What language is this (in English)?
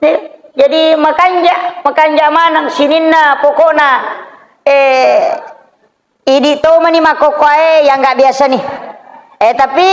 Buginese